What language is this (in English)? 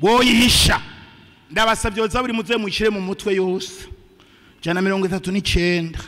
Rundi